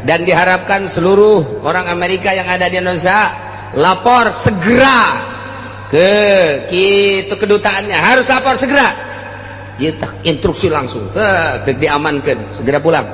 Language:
Sundanese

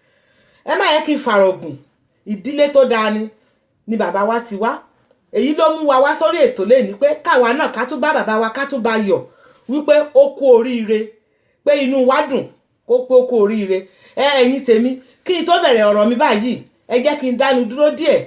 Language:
Yoruba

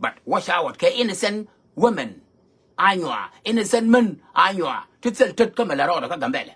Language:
Nuer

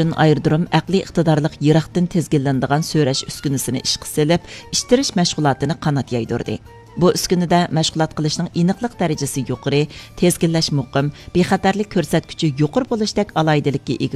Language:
Uyghur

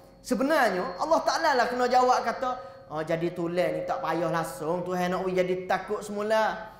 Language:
Malay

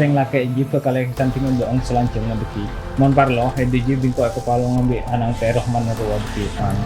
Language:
Madurese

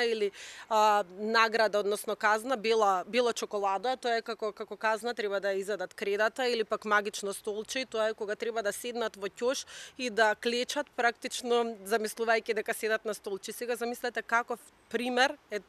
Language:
Macedonian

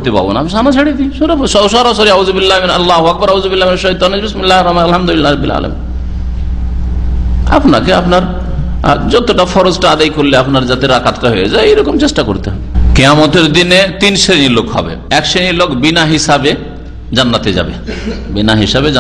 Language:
Bangla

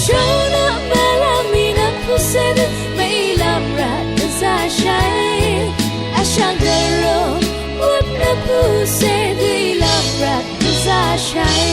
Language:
Rawang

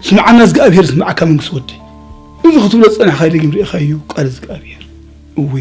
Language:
Tigrinya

